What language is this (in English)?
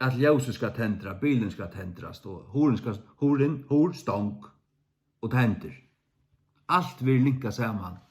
Faroese